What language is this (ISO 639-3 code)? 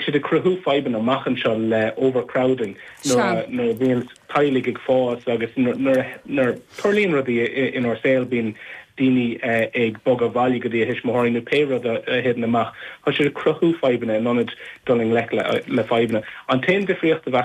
gle